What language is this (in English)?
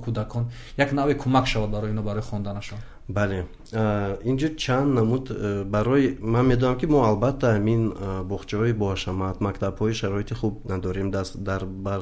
Tajik